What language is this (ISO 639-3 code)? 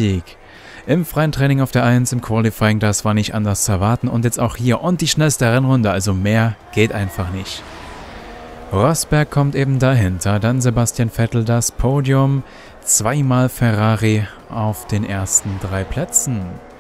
deu